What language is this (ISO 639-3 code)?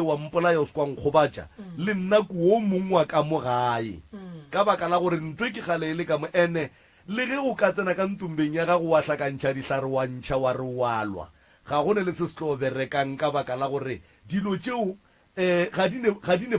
nso